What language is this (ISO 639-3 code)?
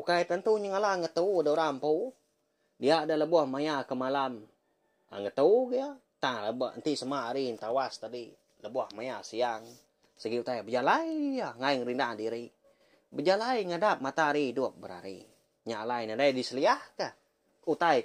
iba